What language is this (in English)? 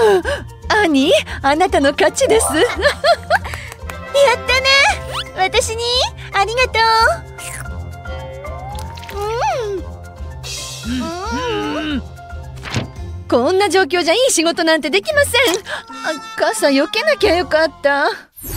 Japanese